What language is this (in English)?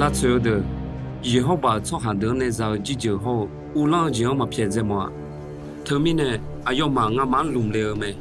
Akha